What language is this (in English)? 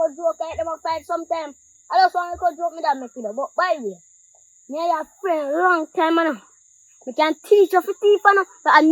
Jamaican Creole English